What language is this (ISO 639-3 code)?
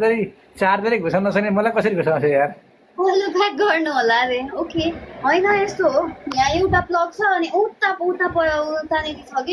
nep